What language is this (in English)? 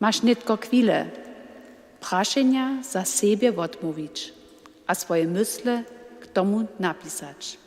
Upper Sorbian